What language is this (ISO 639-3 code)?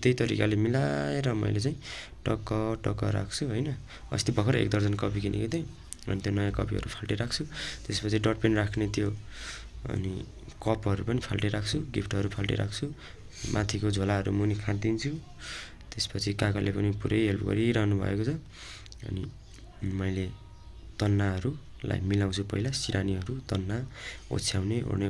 nep